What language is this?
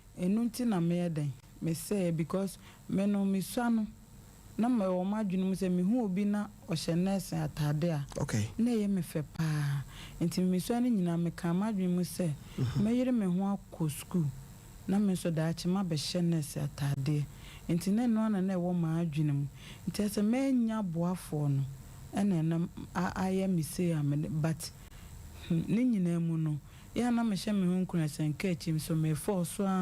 Akan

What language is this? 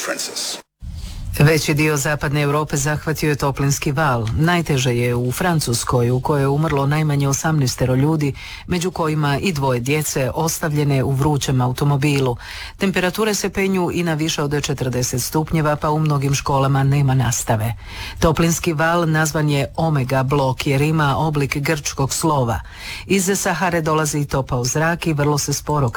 Croatian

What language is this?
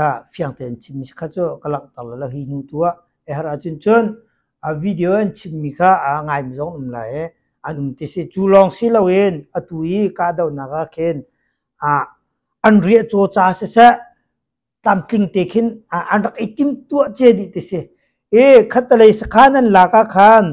Hakha Chin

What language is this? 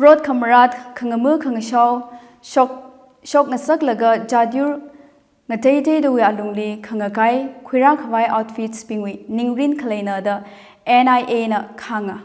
Tangkhul Naga (India)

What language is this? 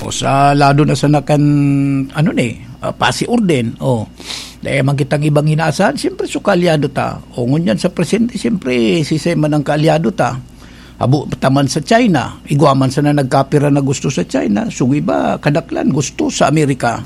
Bikol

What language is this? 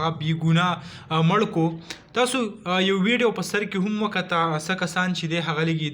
Pashto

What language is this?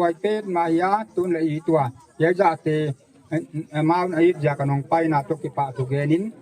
Gangte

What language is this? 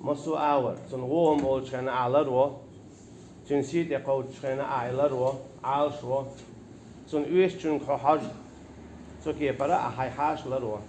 Chechen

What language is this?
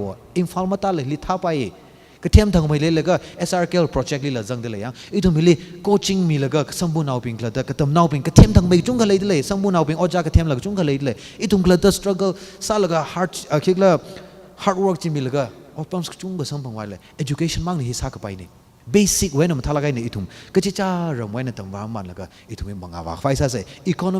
Tangkhul Naga (India)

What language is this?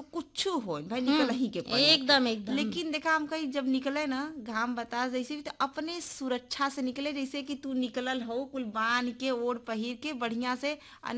Bhojpuri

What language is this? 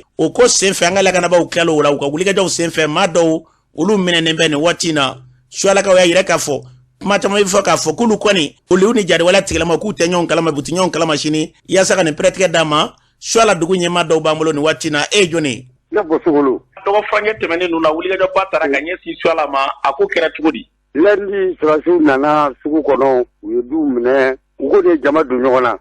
Bambara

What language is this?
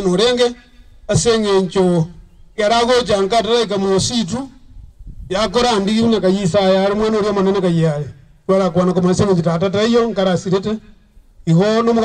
Gusii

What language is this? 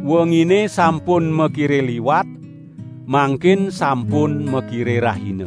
Balinese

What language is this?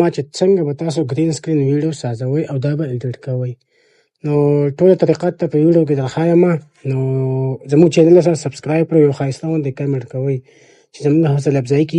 Pashto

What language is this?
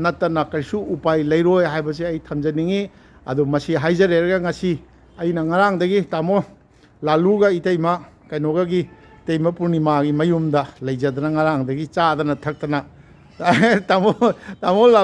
Manipuri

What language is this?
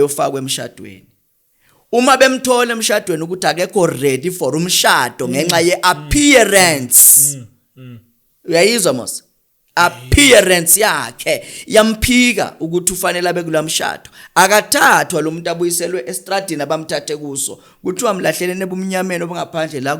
Zulu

